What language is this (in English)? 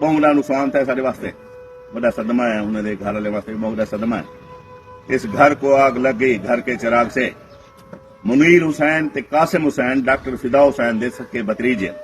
Saraiki